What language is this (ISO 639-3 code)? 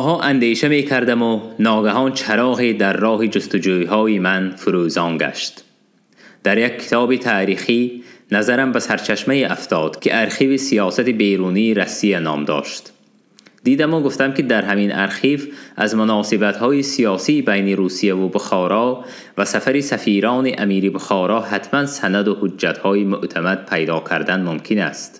tgk